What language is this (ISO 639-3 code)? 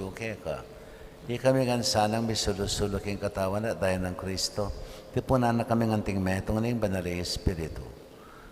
pam